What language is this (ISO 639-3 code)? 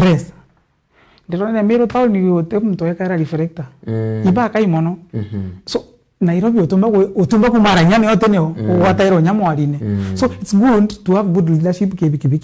mer